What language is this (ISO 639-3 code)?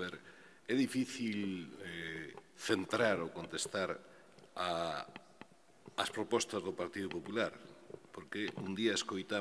glg